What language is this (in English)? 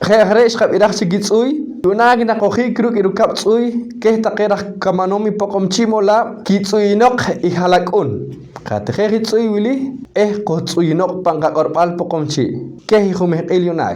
Poqomchi'